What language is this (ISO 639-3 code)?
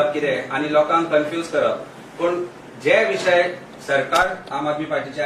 kok